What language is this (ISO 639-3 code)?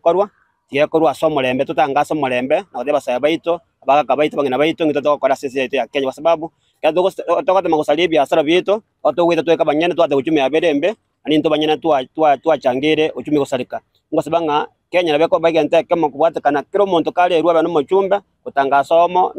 guz